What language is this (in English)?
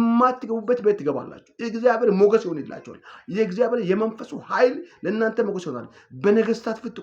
Amharic